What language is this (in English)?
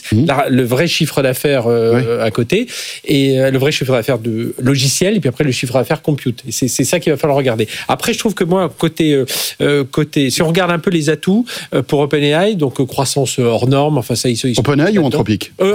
French